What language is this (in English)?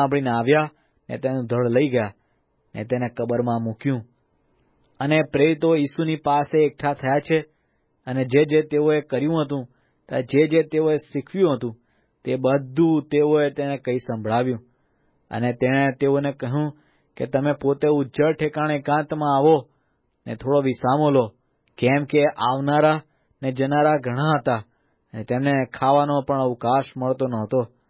Gujarati